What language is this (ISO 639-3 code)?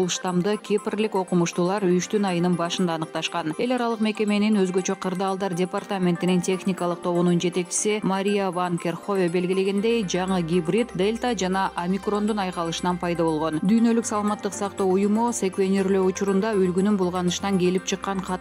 kir